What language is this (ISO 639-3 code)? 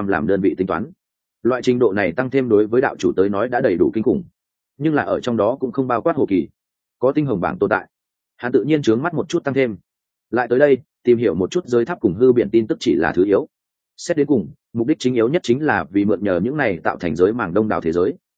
vie